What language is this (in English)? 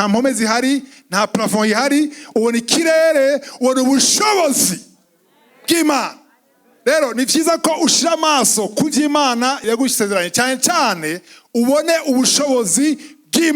Rundi